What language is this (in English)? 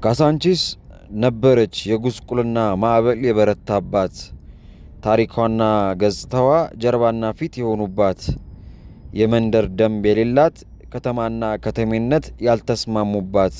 Amharic